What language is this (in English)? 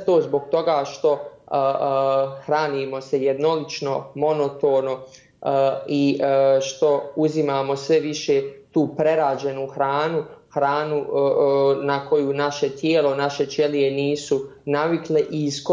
Bosnian